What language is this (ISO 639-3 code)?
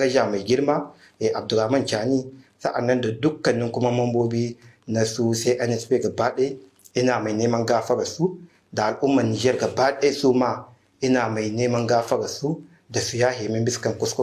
hau